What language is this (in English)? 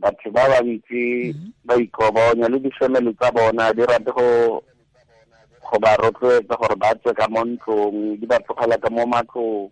Tswana